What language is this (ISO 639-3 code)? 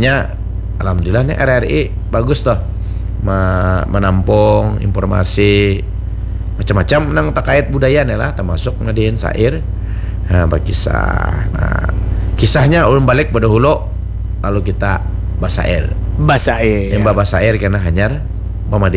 bjn